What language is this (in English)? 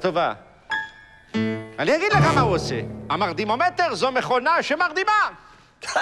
Hebrew